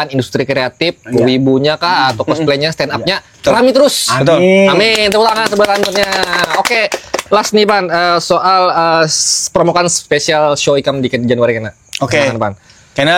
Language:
Banjar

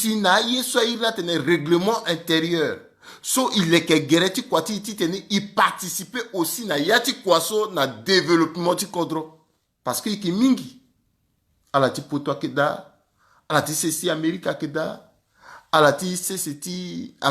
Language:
Sango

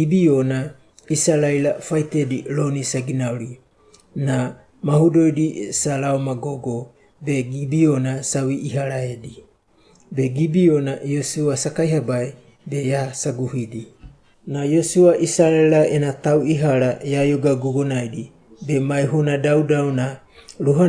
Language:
Wagawaga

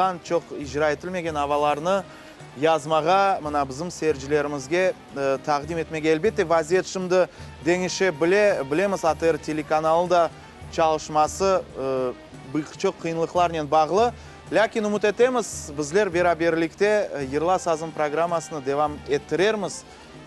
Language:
Crimean Tatar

